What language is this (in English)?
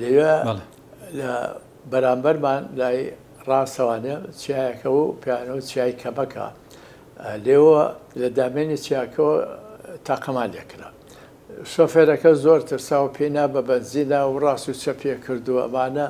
Central Kurdish